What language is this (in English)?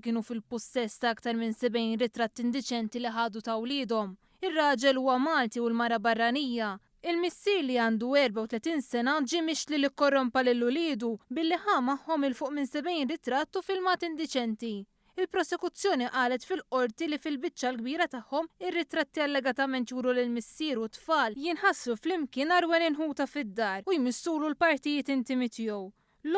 Maltese